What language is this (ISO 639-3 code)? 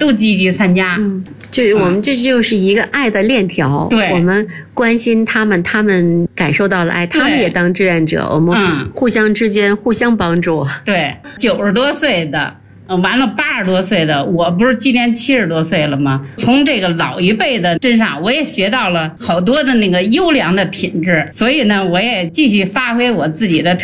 zho